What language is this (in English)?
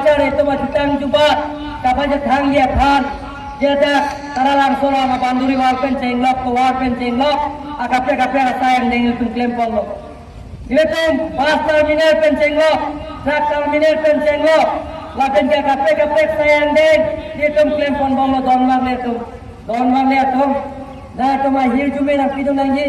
Karbi